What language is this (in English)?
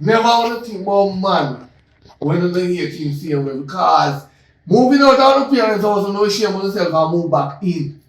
Jamaican Creole English